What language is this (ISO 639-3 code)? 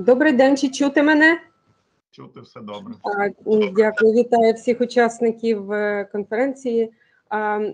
ukr